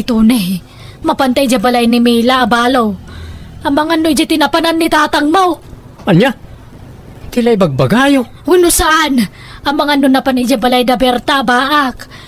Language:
Iloko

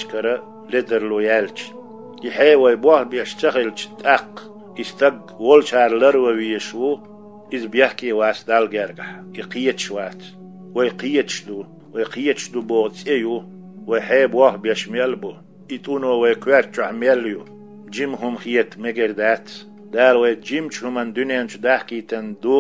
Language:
Chechen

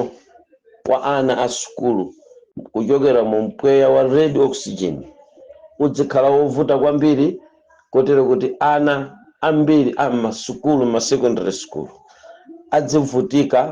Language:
Nyanja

